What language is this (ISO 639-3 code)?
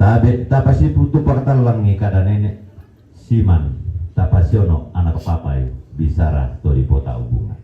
sda